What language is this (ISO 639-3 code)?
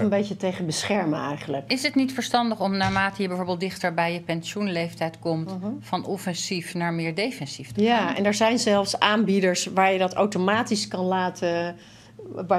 nld